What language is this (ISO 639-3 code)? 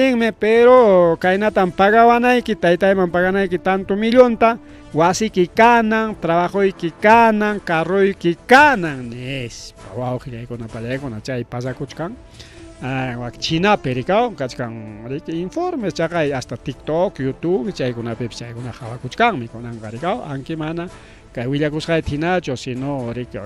quy